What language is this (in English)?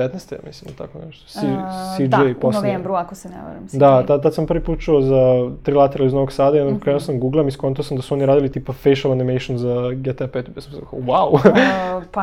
Serbian